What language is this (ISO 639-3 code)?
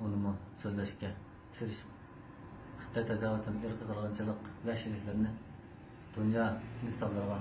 uig